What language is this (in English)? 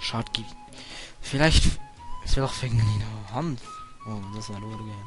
Swiss German